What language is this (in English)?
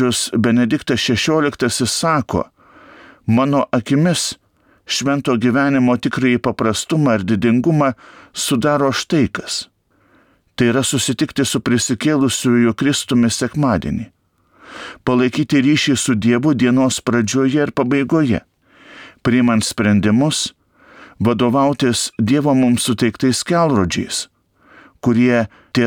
Lithuanian